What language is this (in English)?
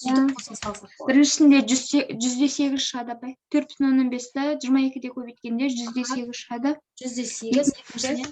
Kazakh